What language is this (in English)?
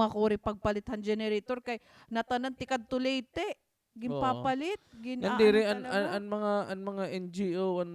Waray